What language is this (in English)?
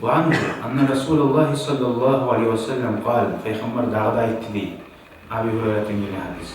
Kumyk